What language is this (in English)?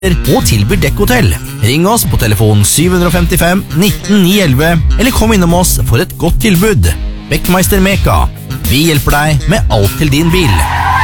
Norwegian